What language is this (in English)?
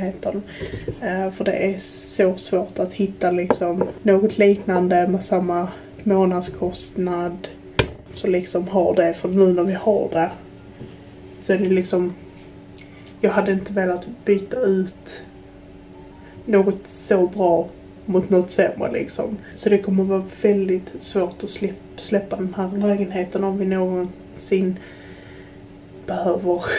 Swedish